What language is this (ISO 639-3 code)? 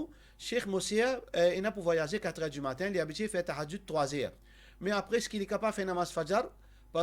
mfe